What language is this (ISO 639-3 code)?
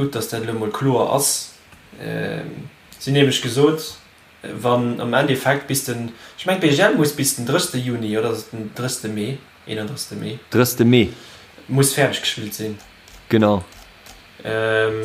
ltz